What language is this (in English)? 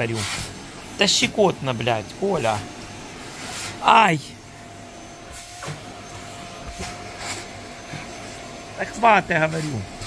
Russian